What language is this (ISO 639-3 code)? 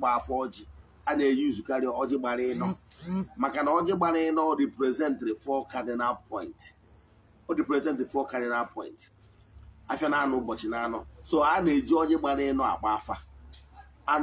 ibo